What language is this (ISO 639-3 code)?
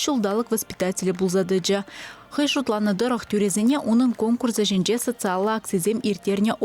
chv